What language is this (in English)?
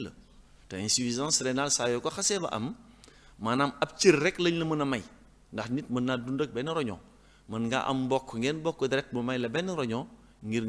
Wolof